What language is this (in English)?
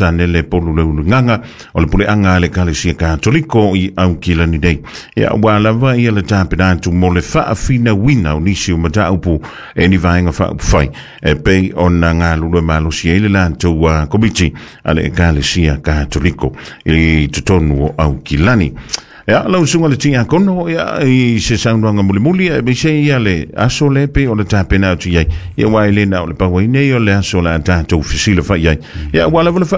Samoan